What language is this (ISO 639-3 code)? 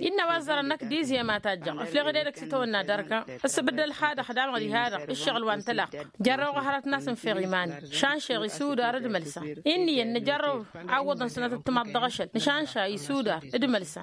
taq